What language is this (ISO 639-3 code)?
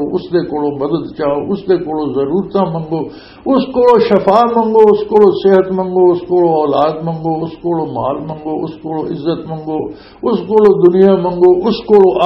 lah